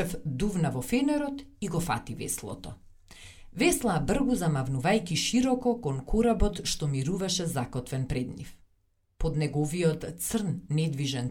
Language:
Macedonian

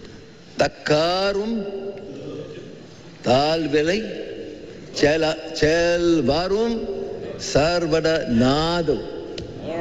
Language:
Malay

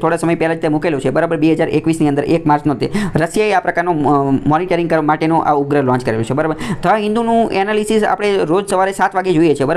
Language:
Gujarati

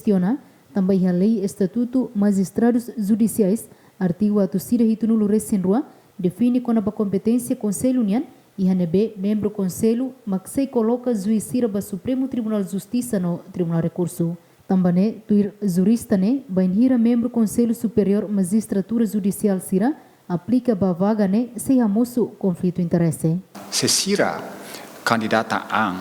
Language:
Tetum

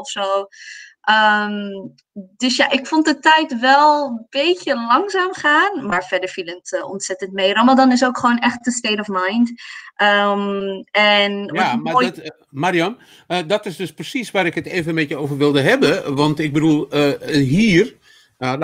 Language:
Dutch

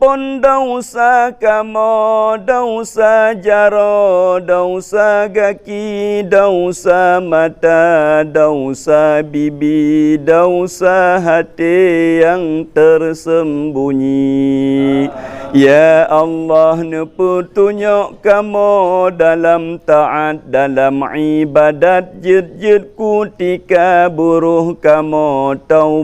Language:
Achinese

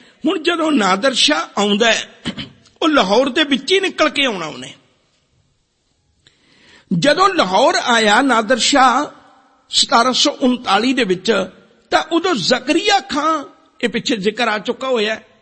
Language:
Punjabi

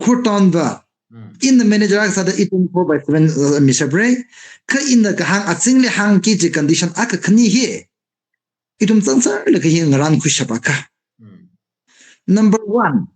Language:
Tangkhul Naga (India)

